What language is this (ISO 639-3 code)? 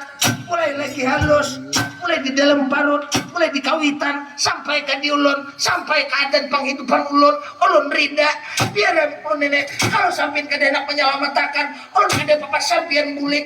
bjn